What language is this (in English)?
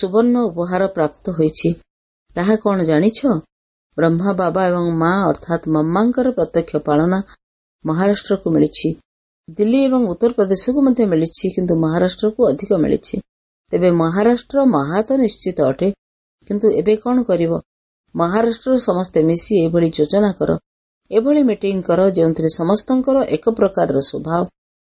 Odia